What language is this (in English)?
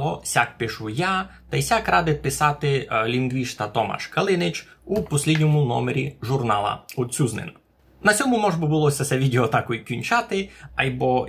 Rusyn